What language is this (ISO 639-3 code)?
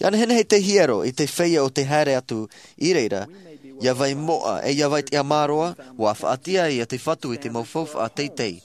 tah